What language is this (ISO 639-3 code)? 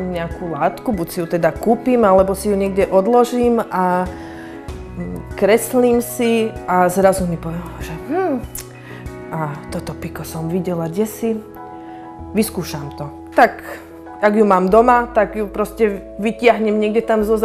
slk